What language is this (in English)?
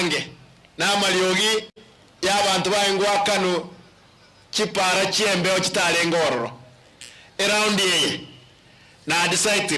Gusii